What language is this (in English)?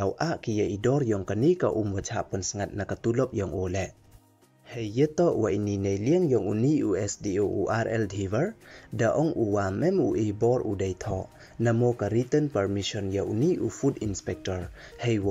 Pnar